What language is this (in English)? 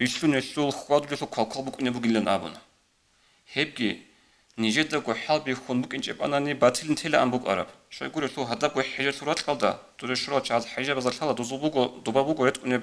Avaric